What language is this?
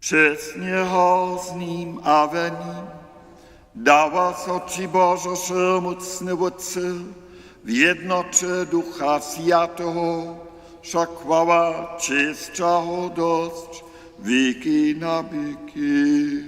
Upper Sorbian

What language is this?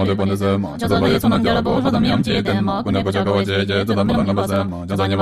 Tibetan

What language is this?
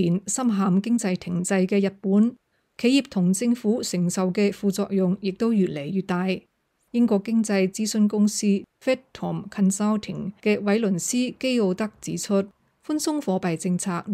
Cantonese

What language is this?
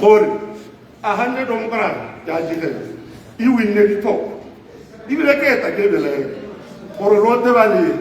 Tswana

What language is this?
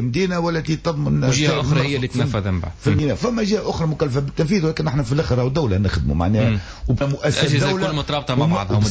Tunisian Arabic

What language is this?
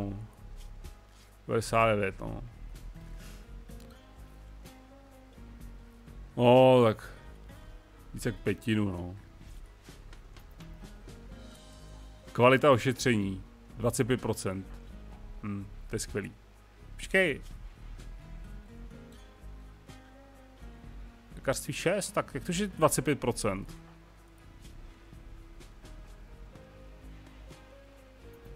Czech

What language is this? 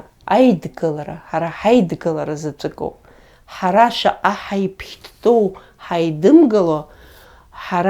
Abkhazian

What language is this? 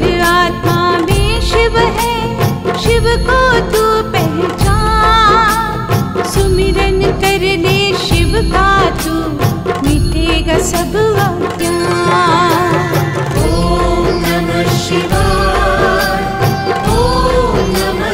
Hindi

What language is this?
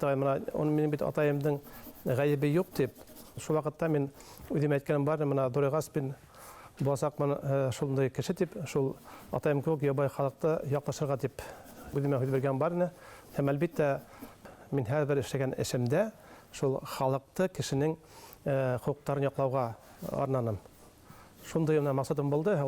Bashkir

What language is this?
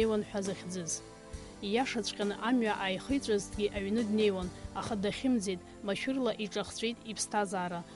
Abkhazian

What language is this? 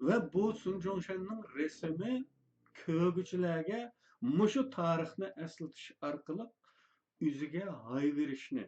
Uyghur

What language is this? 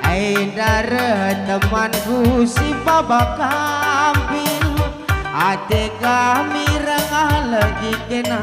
Batak Karo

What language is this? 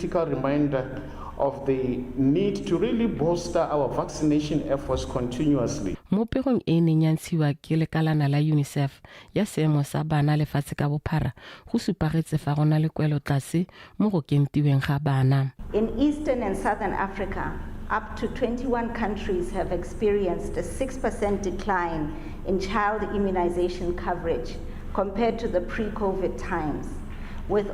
Tswana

